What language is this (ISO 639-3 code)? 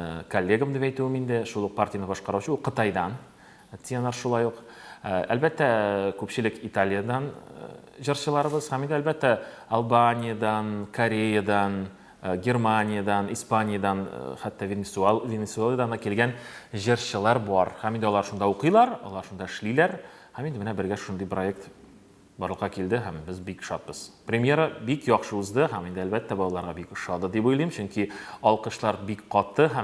tat